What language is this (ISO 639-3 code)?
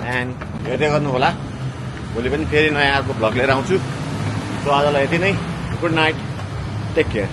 nep